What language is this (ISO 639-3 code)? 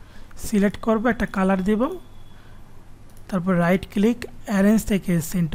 ben